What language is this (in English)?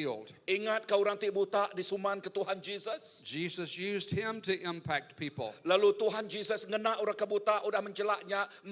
Iban